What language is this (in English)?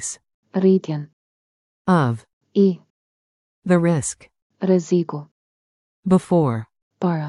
Albanian